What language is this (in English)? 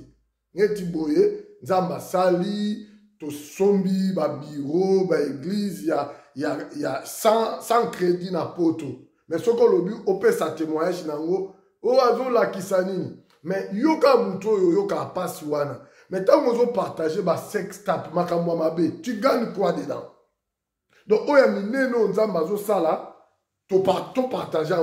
Lingala